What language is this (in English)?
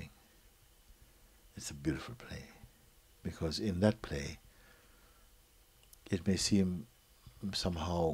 English